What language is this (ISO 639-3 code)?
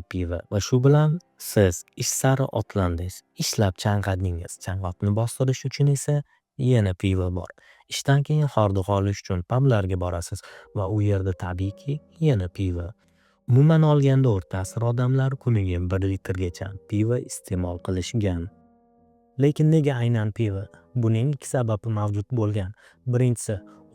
uzb